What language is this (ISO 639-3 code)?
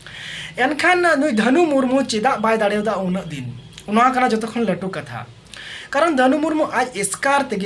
sat